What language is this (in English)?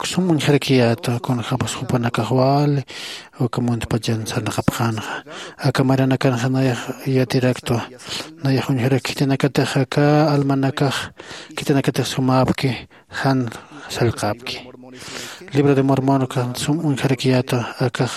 Aymara